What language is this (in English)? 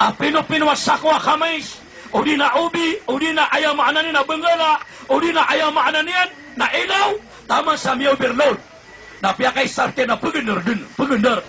Maranao